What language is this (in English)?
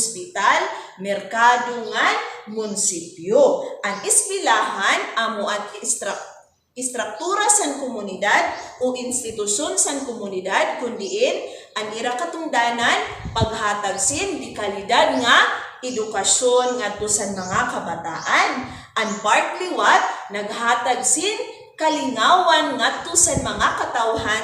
Waray